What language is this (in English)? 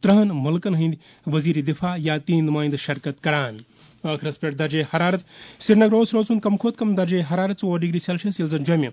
Kashmiri